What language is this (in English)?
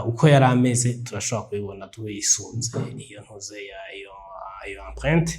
Rundi